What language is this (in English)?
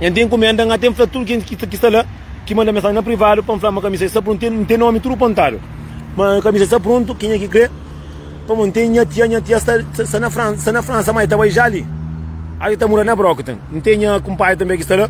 Kabuverdianu